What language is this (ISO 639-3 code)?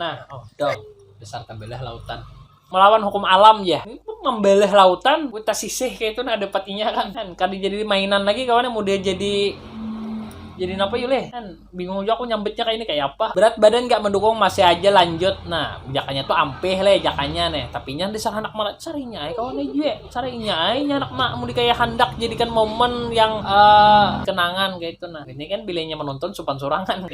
bjn